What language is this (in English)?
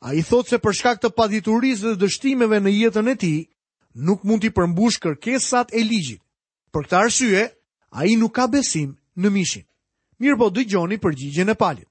Albanian